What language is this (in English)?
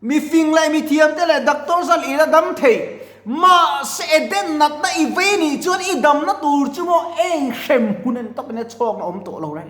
Mizo